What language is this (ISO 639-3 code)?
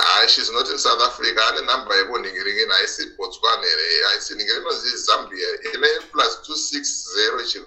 sna